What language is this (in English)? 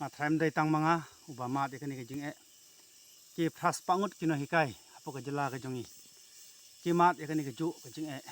Khasi